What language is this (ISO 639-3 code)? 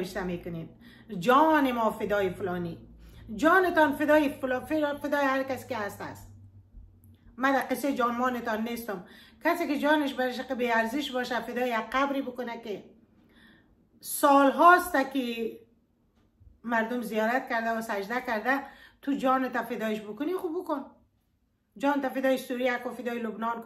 fas